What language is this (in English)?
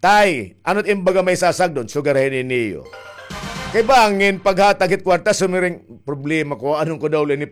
Waray